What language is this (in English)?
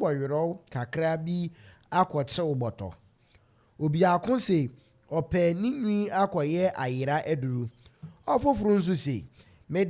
Akan